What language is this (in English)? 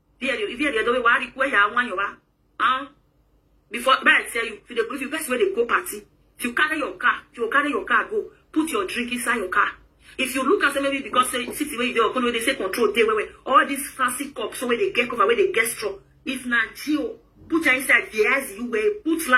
Nigerian Pidgin